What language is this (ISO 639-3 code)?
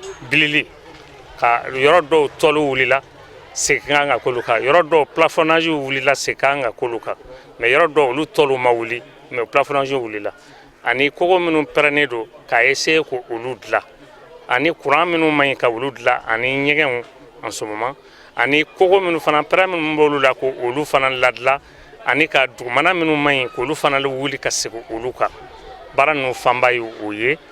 bam